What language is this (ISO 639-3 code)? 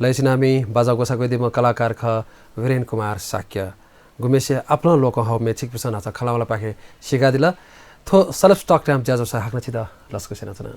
new